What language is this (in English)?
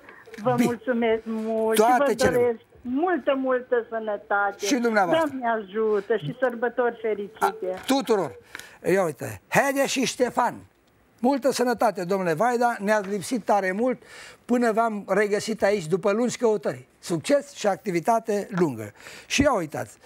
Romanian